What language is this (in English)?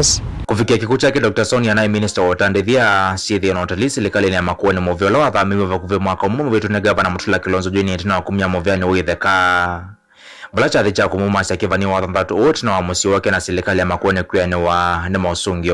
Kamba